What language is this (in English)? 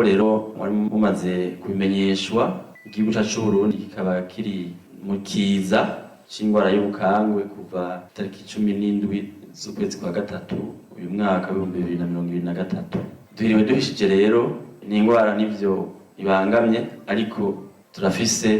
Rundi